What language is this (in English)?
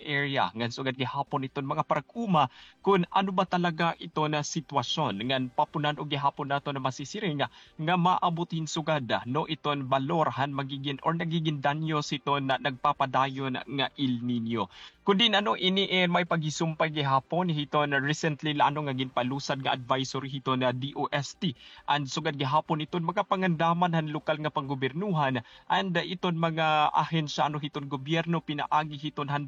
Waray